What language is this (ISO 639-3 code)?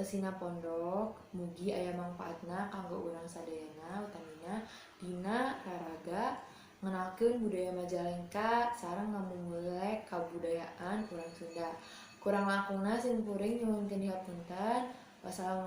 sun